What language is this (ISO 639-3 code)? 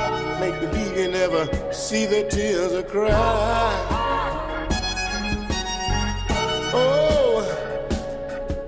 eng